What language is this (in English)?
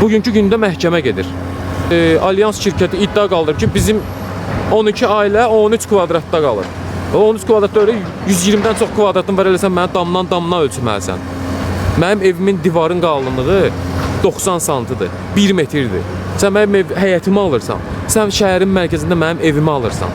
Azerbaijani